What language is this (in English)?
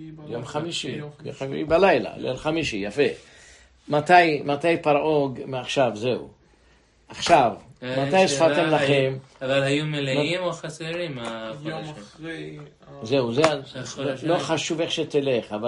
Hebrew